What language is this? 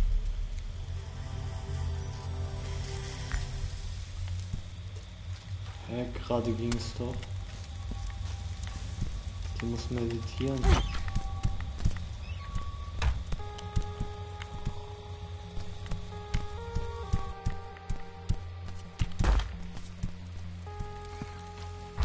German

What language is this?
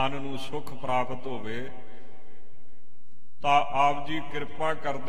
Punjabi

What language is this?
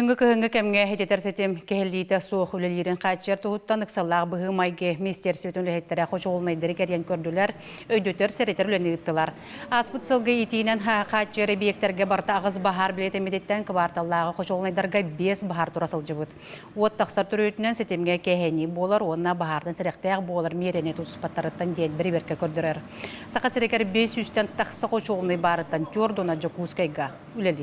Yakut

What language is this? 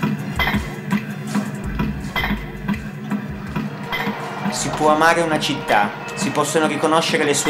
Italian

